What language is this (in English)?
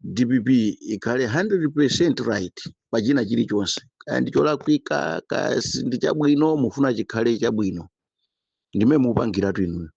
Nyanja